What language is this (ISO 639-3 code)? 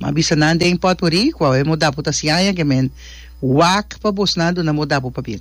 pap